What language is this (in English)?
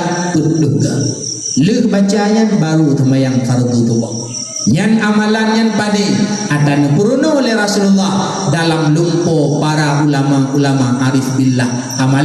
Achinese